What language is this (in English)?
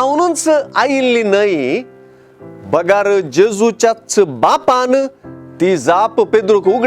Konkani